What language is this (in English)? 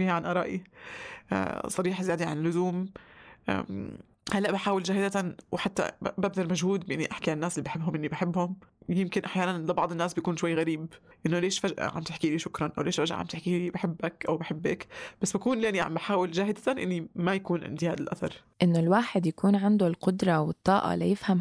North Levantine Arabic